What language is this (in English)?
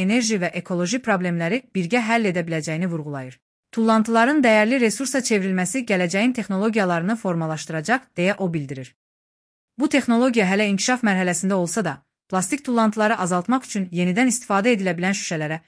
Azerbaijani